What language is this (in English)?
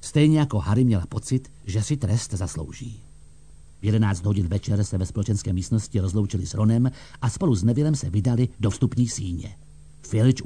Czech